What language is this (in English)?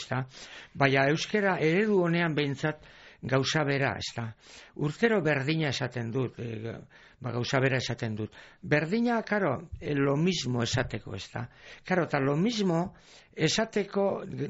Basque